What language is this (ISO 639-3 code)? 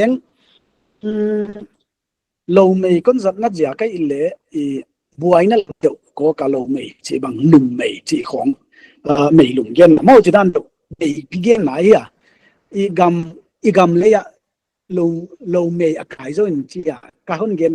pck